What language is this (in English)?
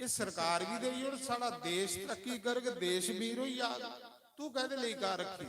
Dogri